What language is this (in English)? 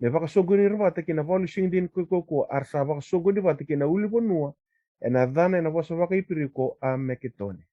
Fijian